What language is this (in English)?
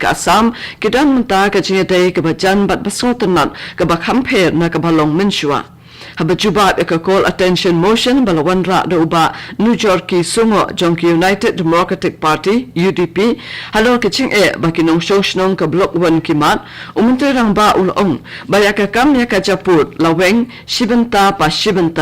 Khasi